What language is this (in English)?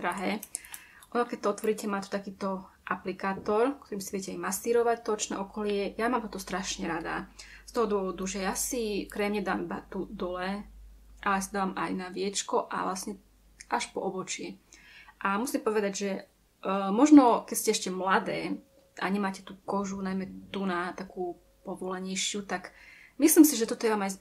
Slovak